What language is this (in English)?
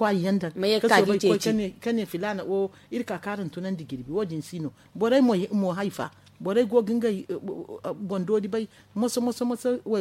Zarma